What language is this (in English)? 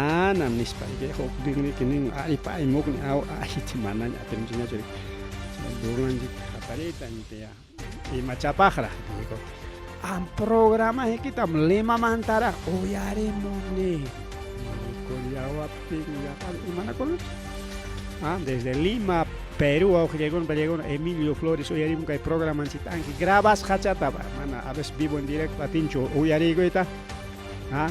Ayacucho Quechua